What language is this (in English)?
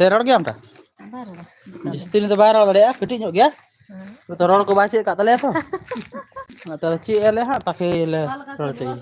Santali